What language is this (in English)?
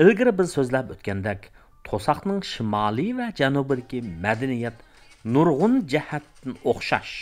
Uyghur